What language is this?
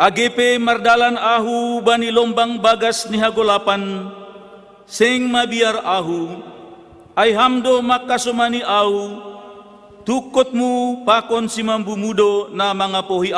Batak Simalungun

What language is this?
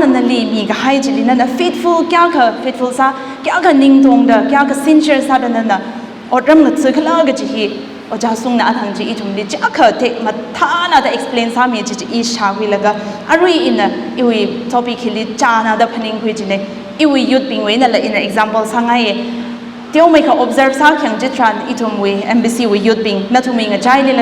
Tangkhul Naga (India)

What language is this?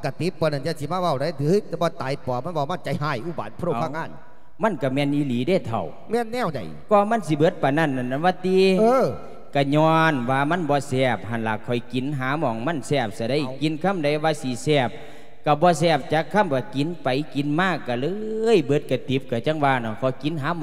Lao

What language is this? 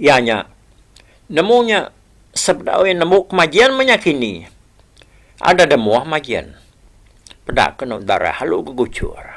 Iban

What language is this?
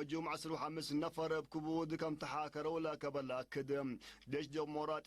Tigre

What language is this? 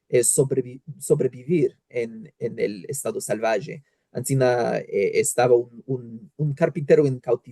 Ladino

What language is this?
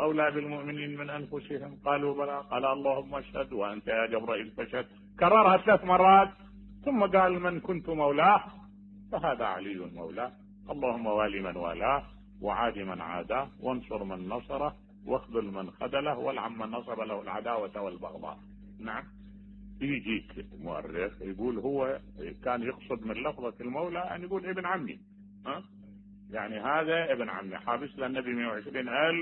Mesopotamian Arabic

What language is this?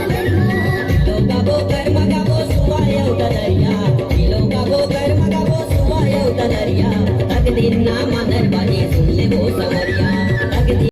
Chhattisgarhi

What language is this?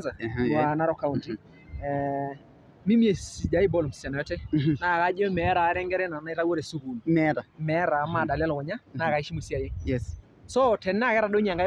Masai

